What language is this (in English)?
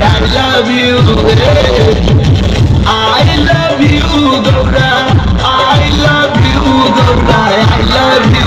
Bhojpuri